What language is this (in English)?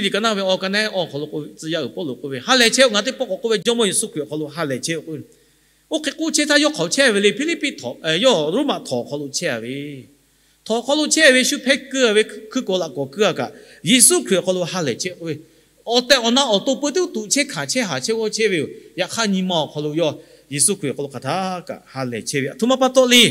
Lahu